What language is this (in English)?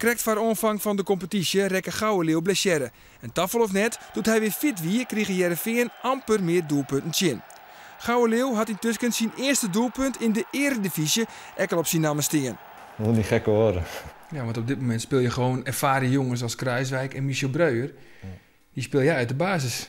Western Frisian